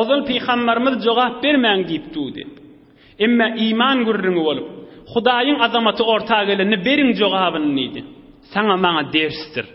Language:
Turkmen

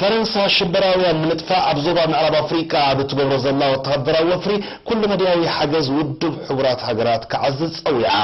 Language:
Tigrinya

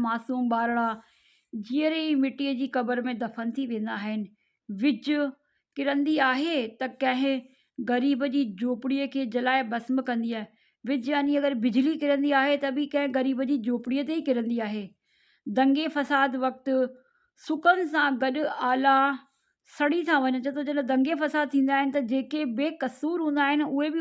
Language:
Sindhi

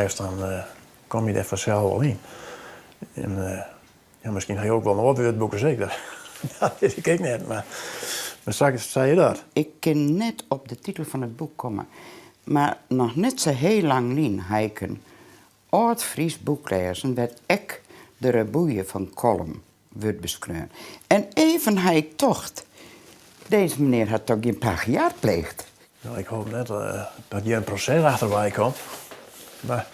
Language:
Western Frisian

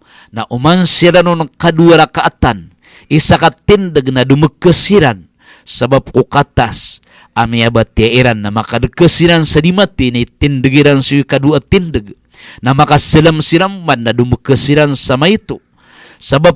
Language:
Maranao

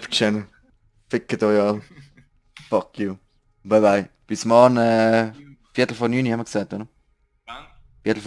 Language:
Swiss German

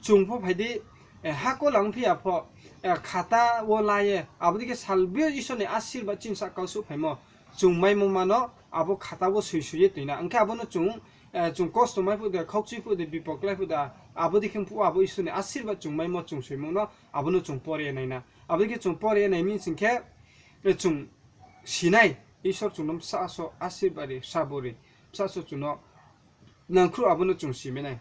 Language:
Riang (India)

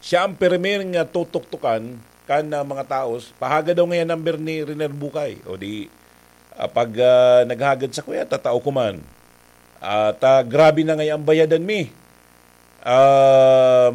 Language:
Bikol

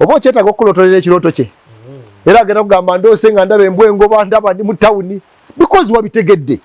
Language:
Ganda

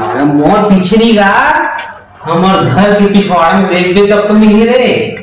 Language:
Chhattisgarhi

